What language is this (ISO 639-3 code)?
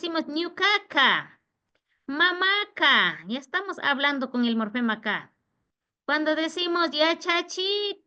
qvi